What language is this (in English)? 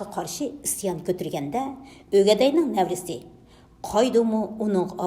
Uyghur